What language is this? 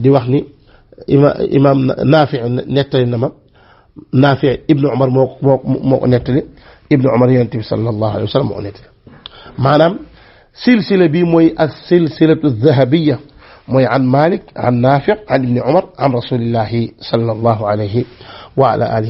Wolof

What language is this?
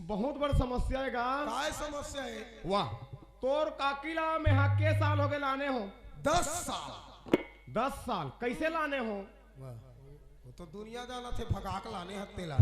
Chhattisgarhi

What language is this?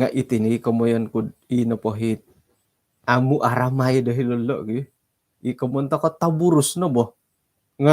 Central Dusun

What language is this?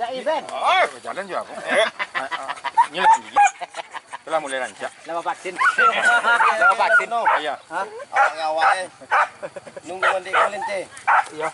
Minangkabau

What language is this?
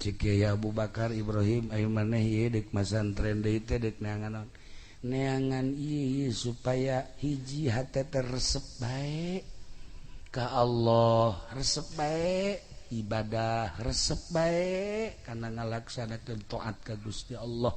Sundanese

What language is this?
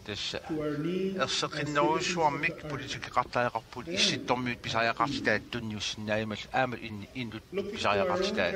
Kalaallisut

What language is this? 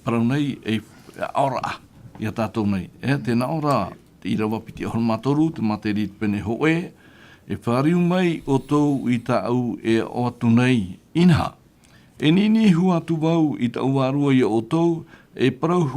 Tahitian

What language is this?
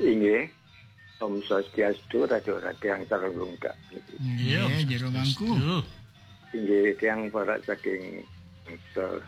Balinese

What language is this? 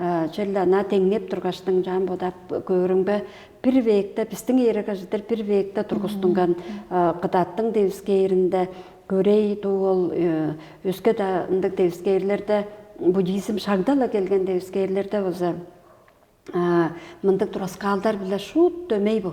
Tuvinian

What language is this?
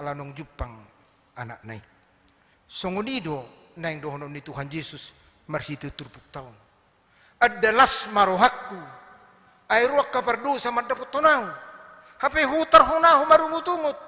Batak Toba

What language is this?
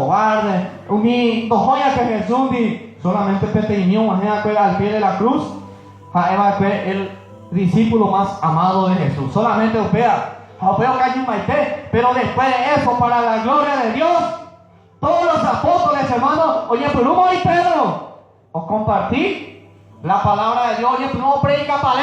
Guarani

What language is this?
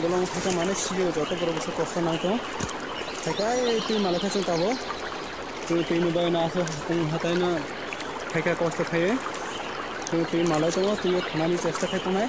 Kok Borok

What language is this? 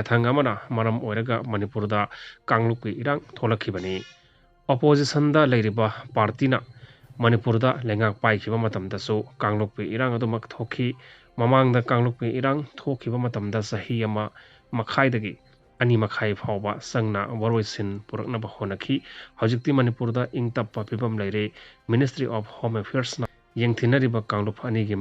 Manipuri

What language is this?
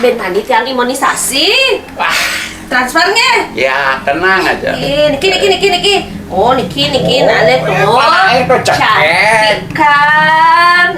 Balinese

